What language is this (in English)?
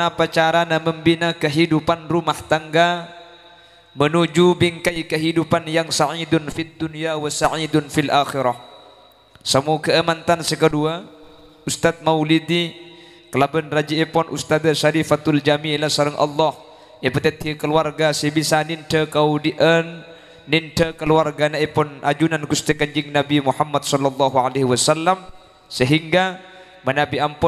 Madurese